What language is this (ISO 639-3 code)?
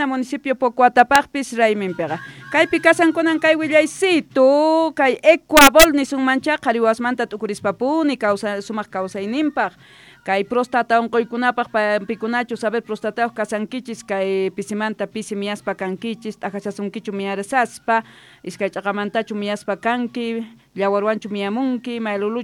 quh